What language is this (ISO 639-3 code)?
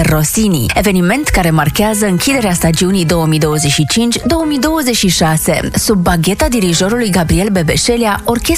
ron